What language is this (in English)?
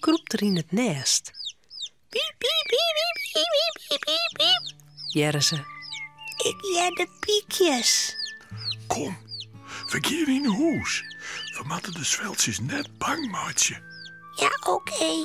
Western Frisian